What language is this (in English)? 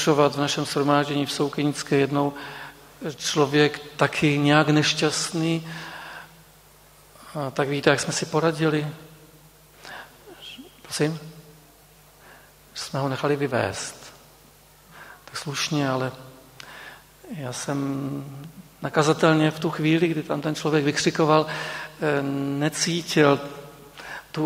Czech